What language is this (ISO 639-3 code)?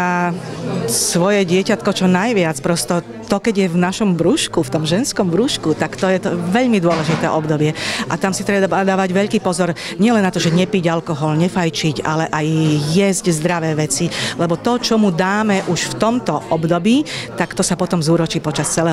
slk